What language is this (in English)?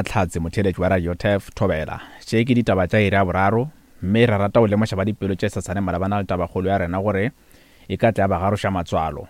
Northern Sotho